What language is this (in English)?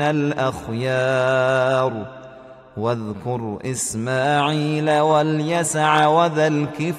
Arabic